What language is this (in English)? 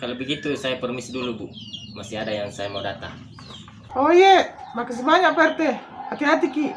Makassar Malay